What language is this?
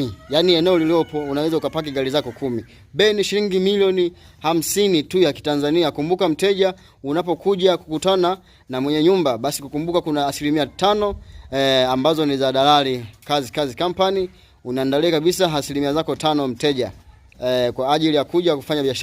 Swahili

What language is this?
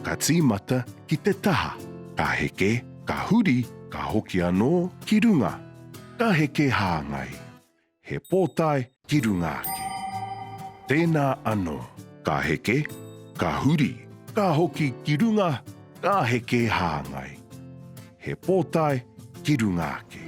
Māori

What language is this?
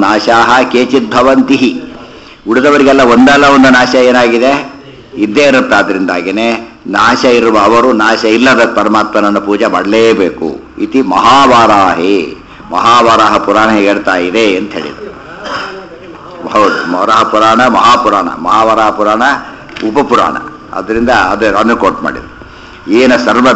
Kannada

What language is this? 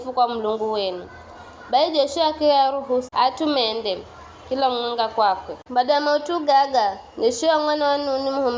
Giryama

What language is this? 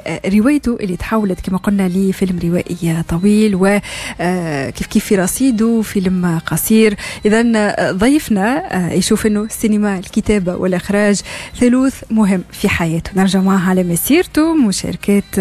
Tunisian Arabic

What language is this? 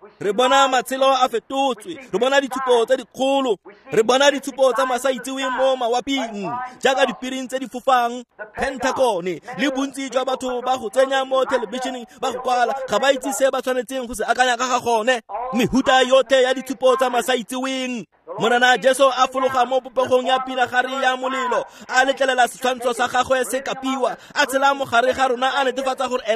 Tswana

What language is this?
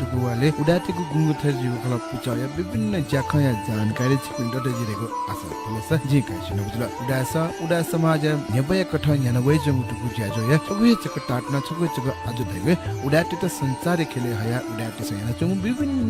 Newari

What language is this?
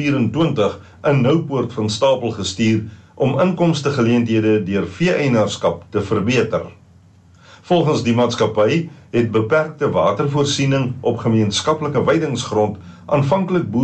Afrikaans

